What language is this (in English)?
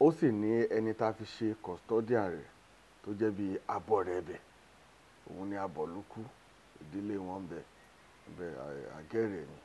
Yoruba